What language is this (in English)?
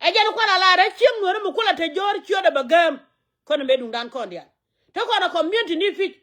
Nuer